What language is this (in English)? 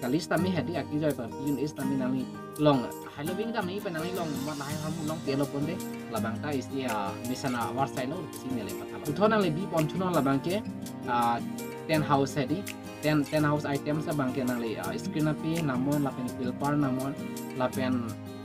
Karbi